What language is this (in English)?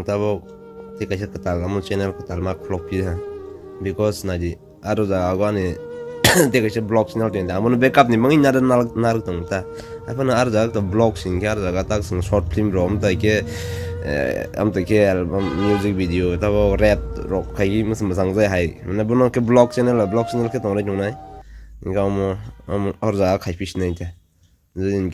Kok Borok